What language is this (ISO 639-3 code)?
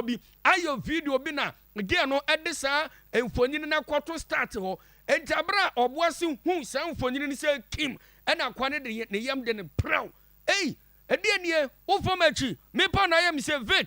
aka